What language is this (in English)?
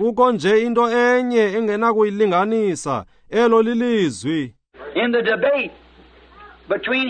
Xhosa